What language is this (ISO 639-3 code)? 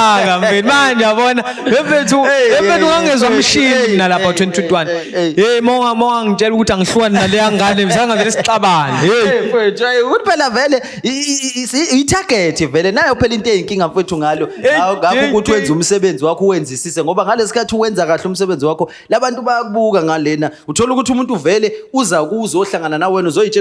zul